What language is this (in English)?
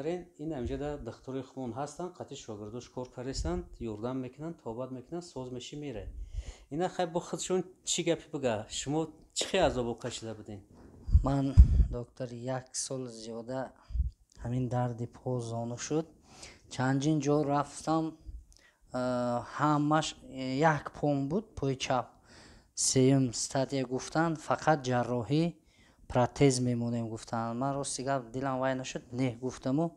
Tajik